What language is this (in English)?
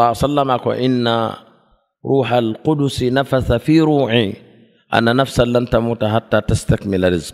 Mandingo